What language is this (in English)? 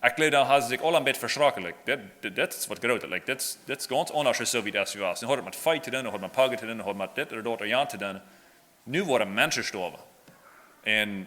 Plautdietsch